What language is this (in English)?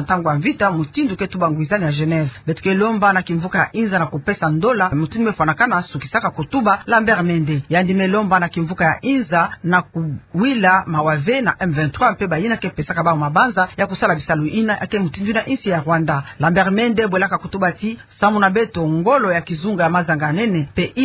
Kituba (Democratic Republic of Congo)